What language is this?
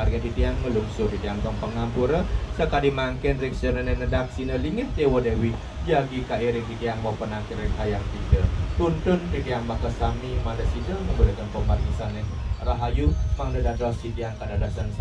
Balinese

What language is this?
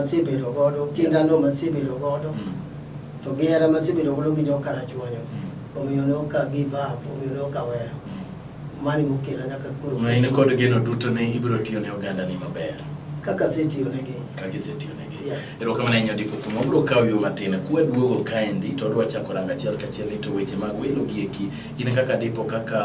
Luo (Kenya and Tanzania)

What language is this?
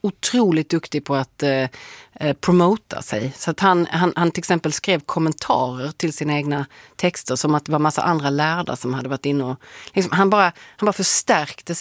Swedish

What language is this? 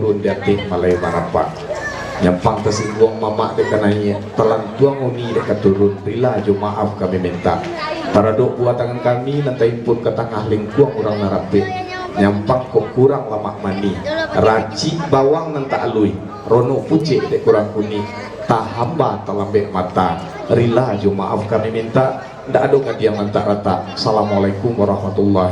Minangkabau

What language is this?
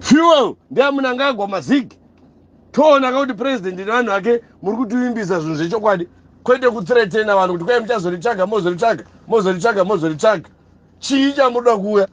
Shona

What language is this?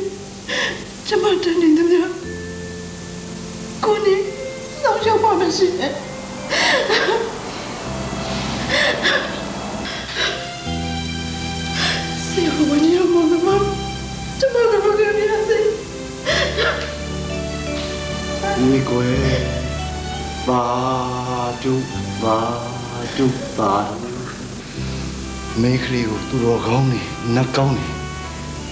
Burmese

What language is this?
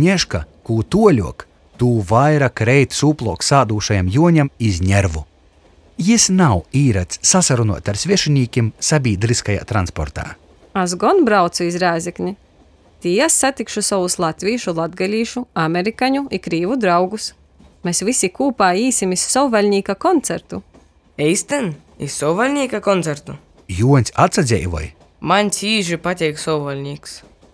Latgalian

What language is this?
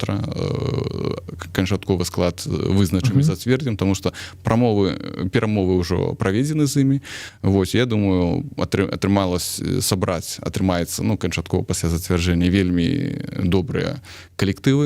Belarusian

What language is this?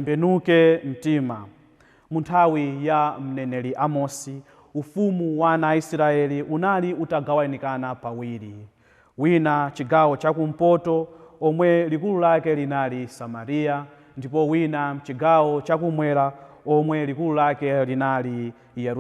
Nyanja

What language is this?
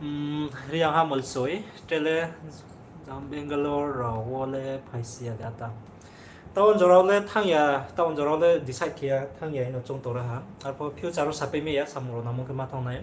Riang (India)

